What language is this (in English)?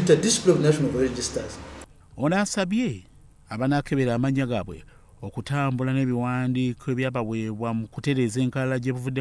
Ganda